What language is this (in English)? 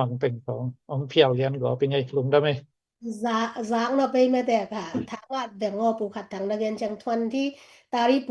Tedim Chin